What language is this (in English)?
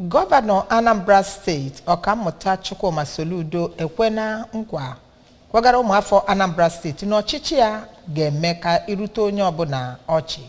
Igbo